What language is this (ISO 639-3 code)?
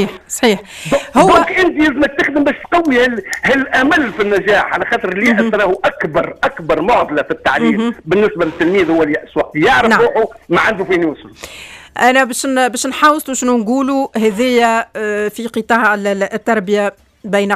aeb